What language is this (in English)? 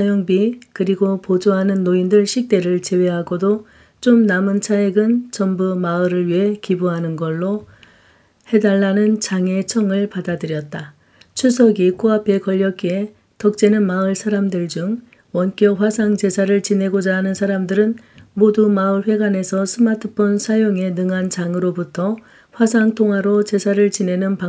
Korean